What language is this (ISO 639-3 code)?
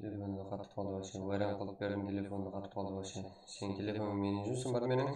kaa